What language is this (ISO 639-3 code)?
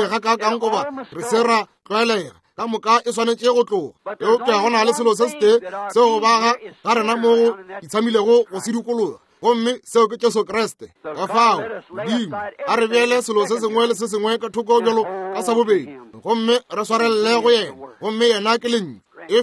nso